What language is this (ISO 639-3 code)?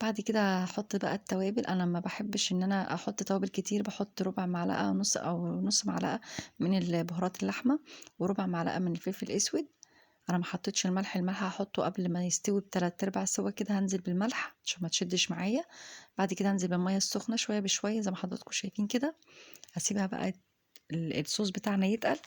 arz